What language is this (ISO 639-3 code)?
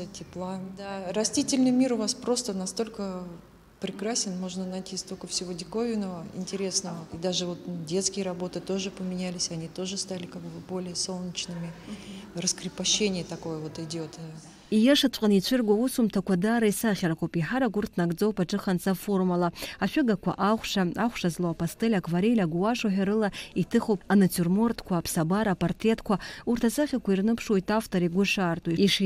abk